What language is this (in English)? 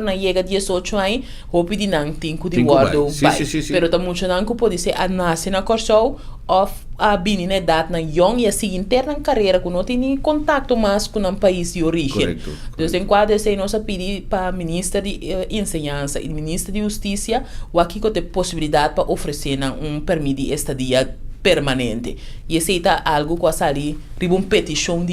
Papiamento